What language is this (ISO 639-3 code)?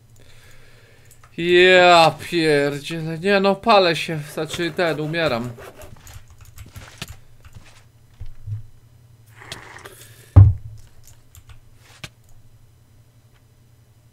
pol